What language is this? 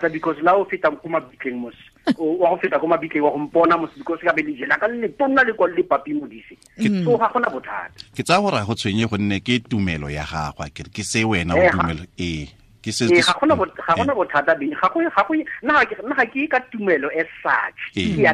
Tswana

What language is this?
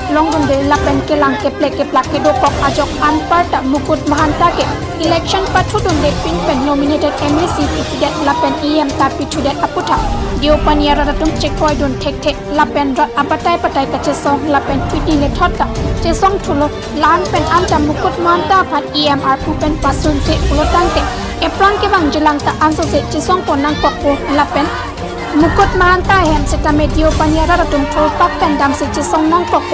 Karbi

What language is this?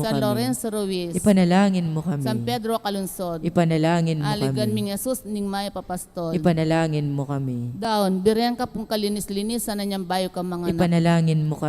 Pampanga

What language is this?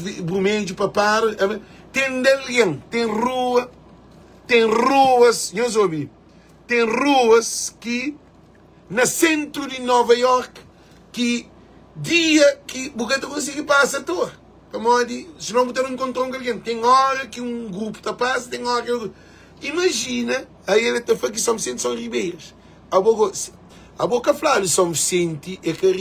Kabuverdianu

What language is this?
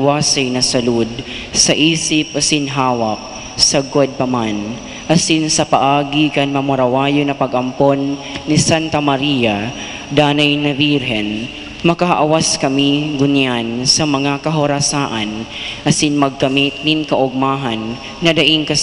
Bikol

